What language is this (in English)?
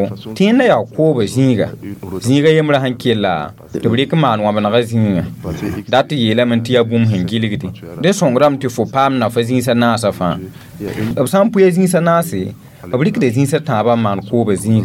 Mossi